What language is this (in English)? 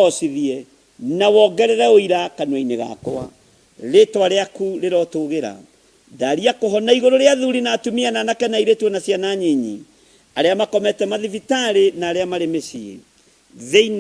Kikuyu